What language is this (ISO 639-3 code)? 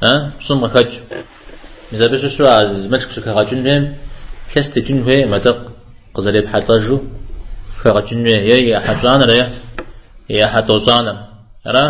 kbd